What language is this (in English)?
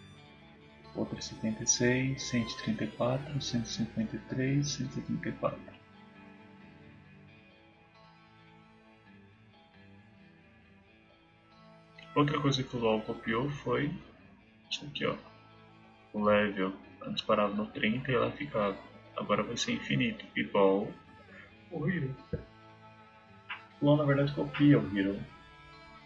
Portuguese